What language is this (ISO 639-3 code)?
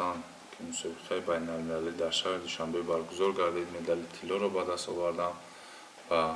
tgk